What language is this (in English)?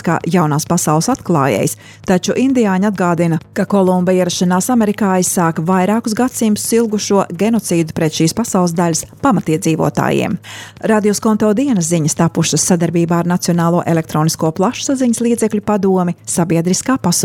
Latvian